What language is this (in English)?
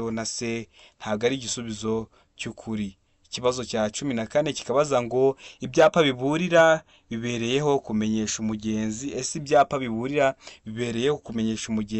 Kinyarwanda